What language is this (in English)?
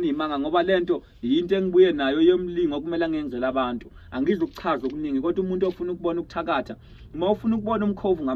Zulu